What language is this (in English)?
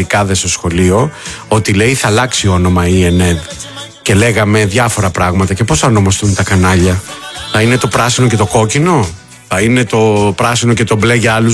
Greek